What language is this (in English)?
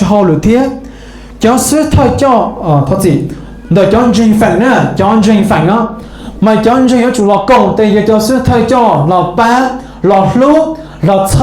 Hmong